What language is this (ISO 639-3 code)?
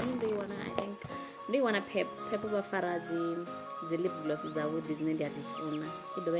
ven